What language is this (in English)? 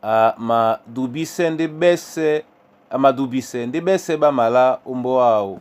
Duala